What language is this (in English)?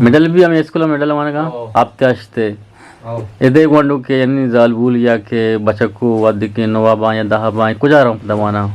Eastern Balochi